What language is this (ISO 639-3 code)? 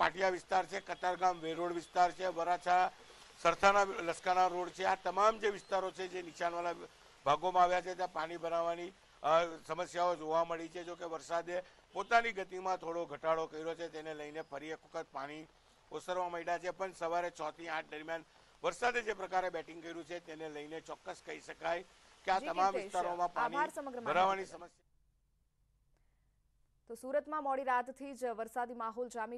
guj